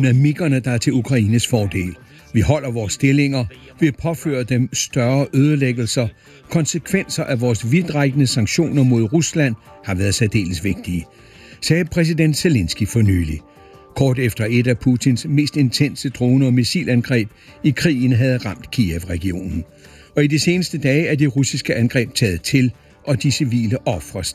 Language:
Danish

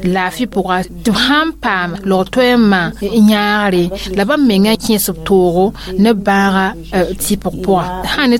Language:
Mossi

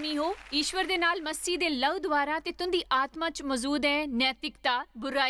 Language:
Dogri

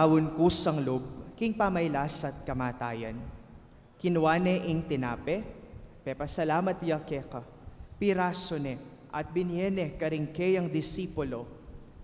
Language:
Pampanga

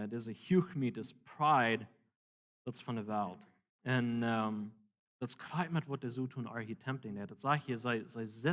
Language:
Plautdietsch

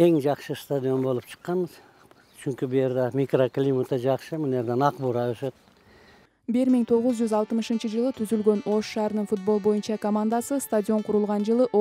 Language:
Kyrgyz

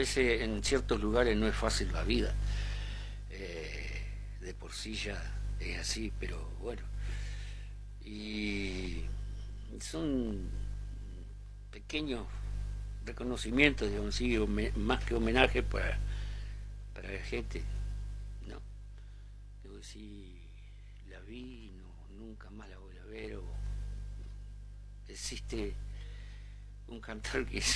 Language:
Spanish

